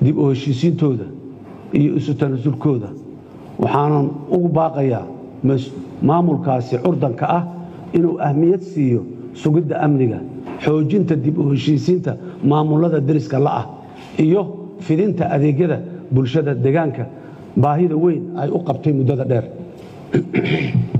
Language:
Somali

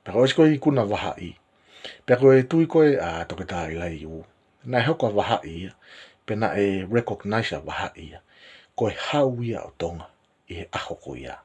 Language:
Tongan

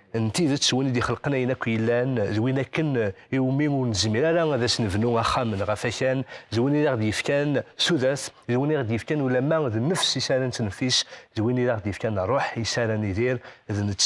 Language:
Kabyle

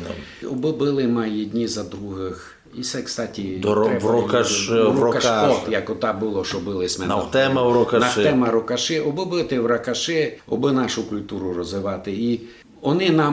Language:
Rusyn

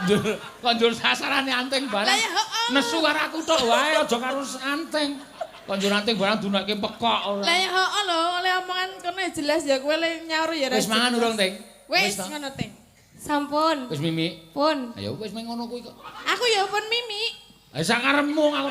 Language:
Javanese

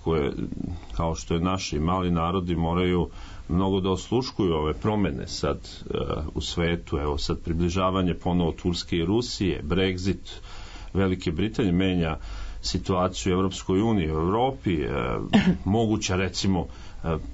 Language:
Serbian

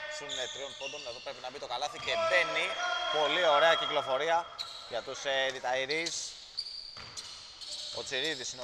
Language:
Greek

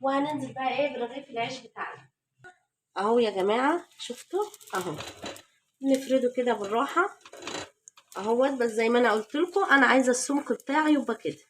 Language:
Egyptian Arabic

